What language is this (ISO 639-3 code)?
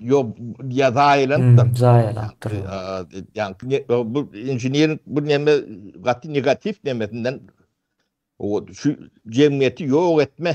tuk